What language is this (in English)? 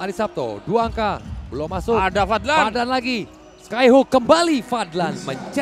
Indonesian